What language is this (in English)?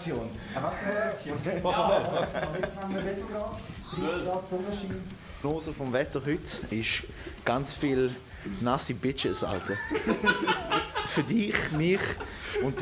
Swiss German